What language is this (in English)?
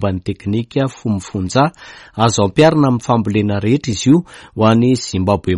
Malagasy